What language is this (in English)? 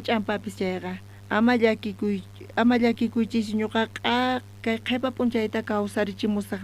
South Bolivian Quechua